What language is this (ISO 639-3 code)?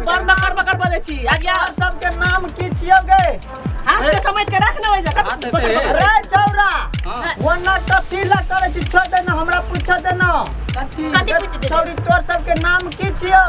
mai